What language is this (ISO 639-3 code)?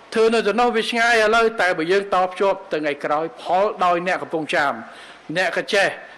khm